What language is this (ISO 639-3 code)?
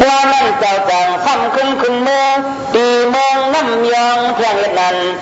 shn